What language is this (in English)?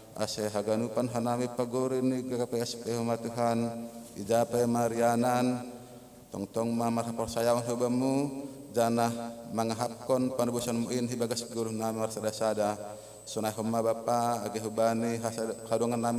Batak Simalungun